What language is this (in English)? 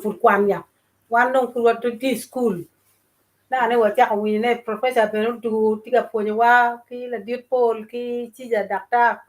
Acoli